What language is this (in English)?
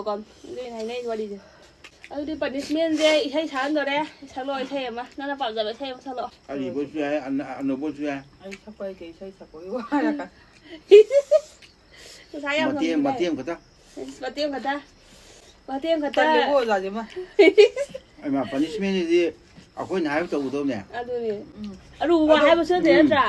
Manipuri